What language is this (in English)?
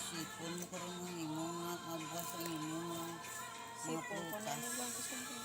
Hiligaynon